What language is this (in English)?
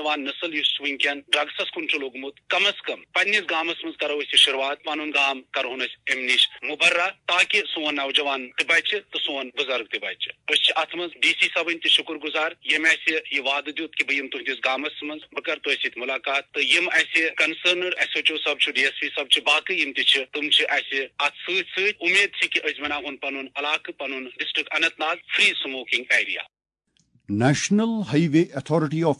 Kashmiri